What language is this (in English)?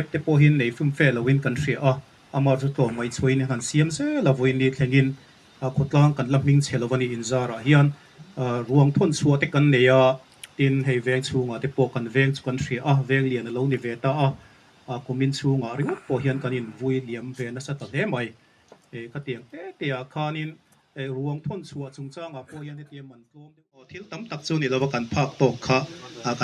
Mizo